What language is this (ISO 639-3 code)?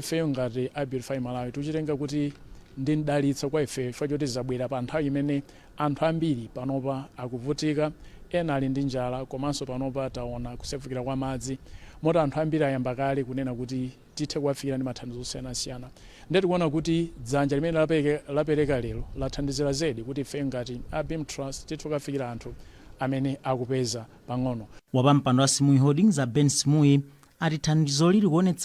nya